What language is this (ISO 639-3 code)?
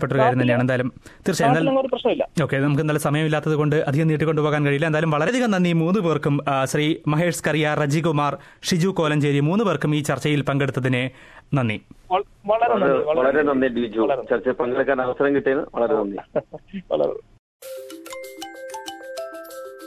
mal